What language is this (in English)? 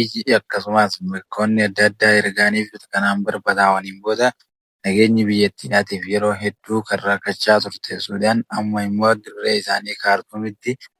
Oromo